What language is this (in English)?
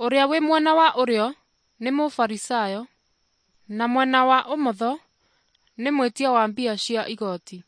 Kikuyu